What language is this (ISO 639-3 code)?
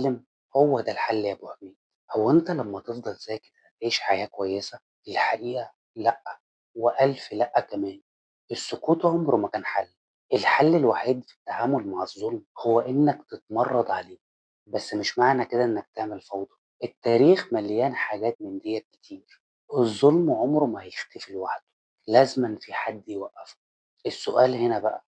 arz